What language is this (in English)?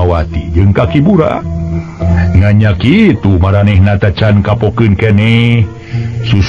Sundanese